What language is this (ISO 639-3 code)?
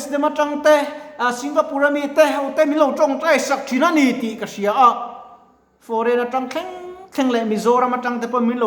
lus